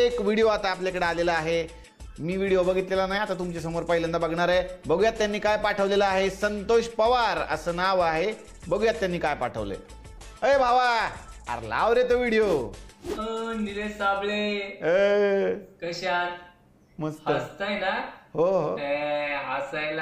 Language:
Marathi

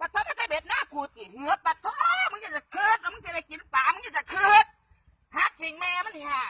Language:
Lao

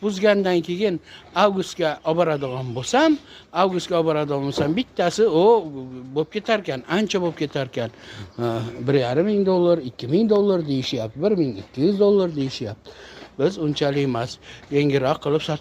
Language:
Uzbek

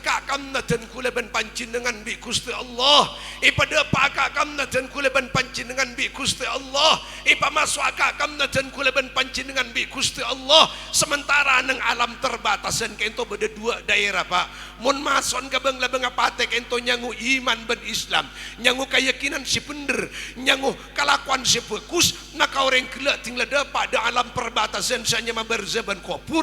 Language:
Madurese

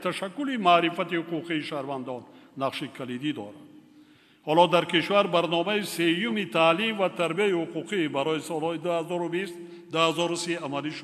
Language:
Tajik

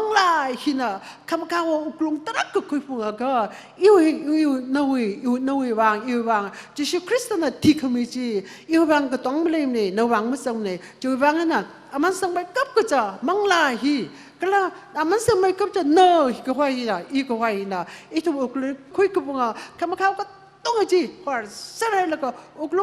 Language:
Tangkhul Naga (India)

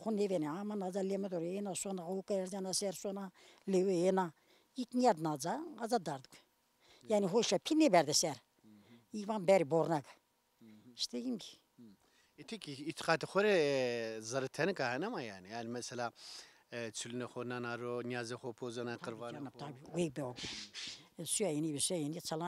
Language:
Zaza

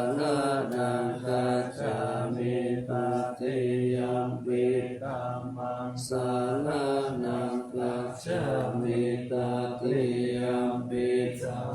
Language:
Pali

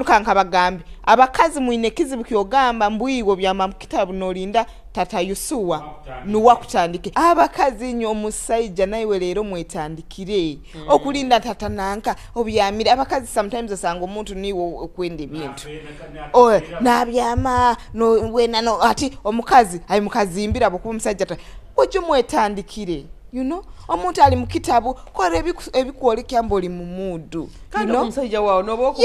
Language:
Nyoro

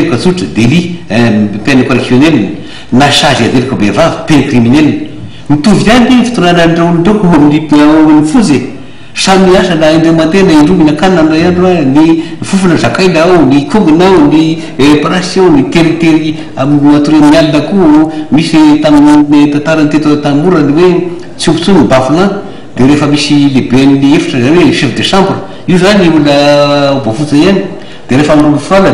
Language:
Malagasy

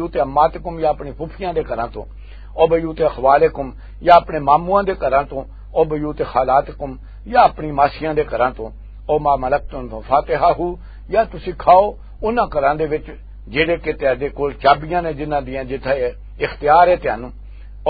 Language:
Western Panjabi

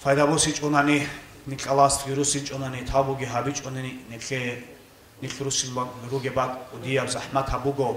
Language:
Avaric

